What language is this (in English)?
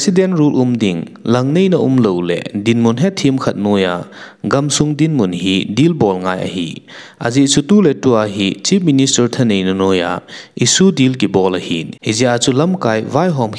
Thado Chin